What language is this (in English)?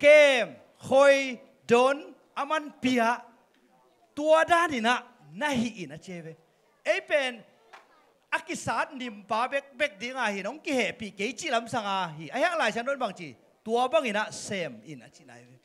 Tedim Chin